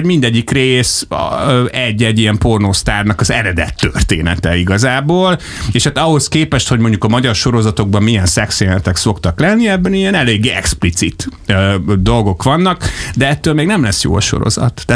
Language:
Hungarian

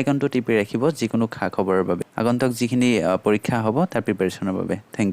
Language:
Assamese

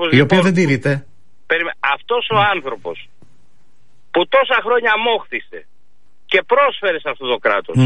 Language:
Greek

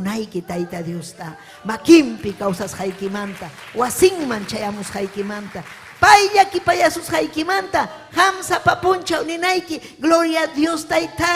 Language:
Ayacucho Quechua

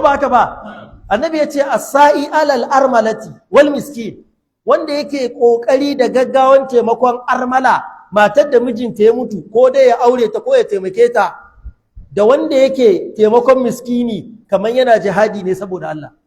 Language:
Hausa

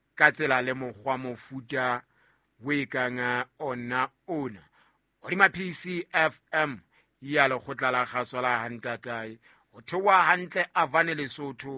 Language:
Southern Sotho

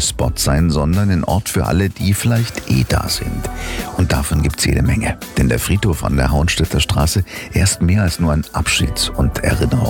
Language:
German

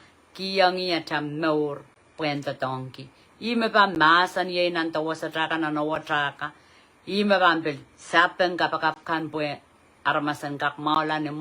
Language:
Pohnpeian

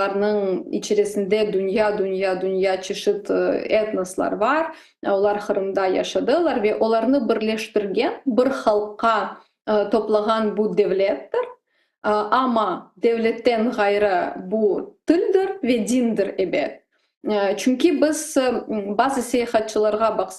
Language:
Crimean Tatar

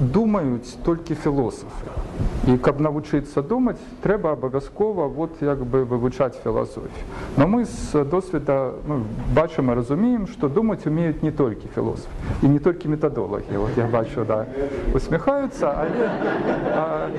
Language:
Belarusian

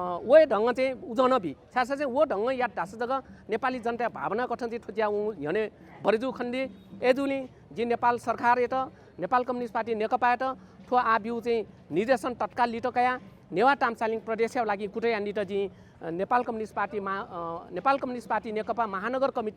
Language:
Newari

